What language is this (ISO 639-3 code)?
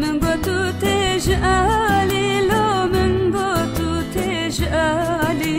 kur